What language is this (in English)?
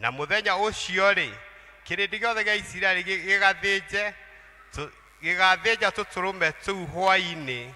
Kikuyu